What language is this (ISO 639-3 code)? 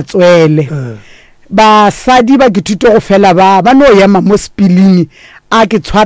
nso